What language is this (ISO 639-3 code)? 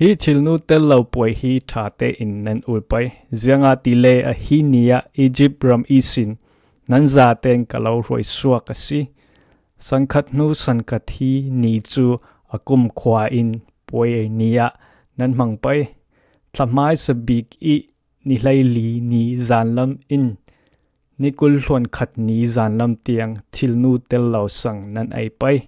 cfm